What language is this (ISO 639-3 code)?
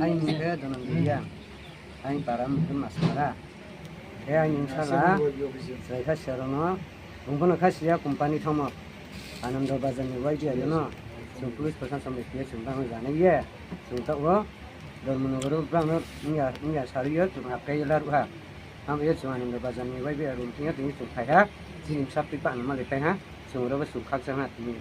ria